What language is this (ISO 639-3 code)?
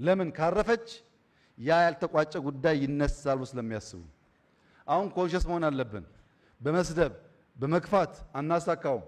amh